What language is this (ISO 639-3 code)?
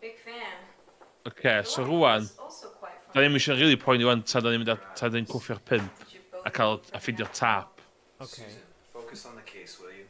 cym